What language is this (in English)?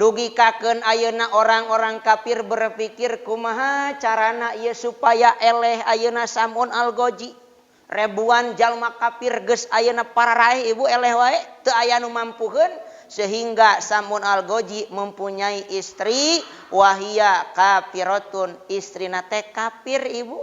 Sundanese